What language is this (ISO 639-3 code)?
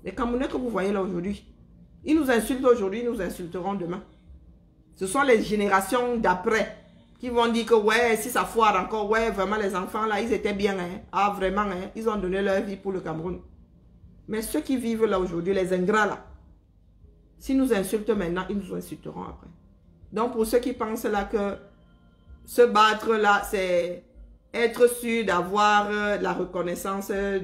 fra